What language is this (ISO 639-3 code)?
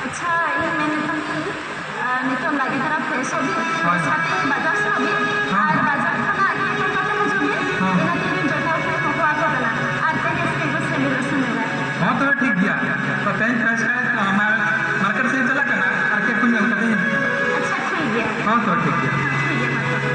sat